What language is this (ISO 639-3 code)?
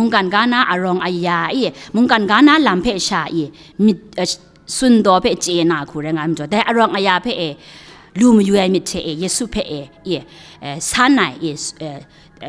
kac